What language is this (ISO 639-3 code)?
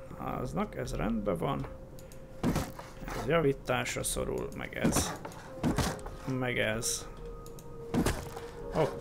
hun